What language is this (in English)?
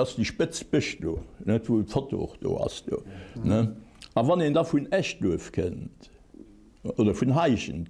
Luxembourgish